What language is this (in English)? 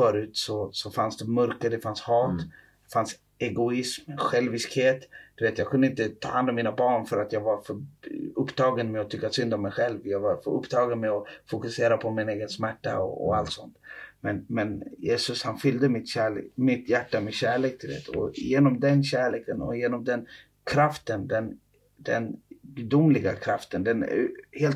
Swedish